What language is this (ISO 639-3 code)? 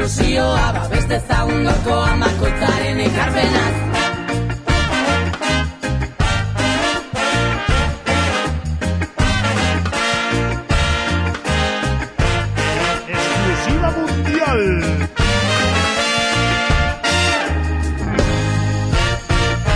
eus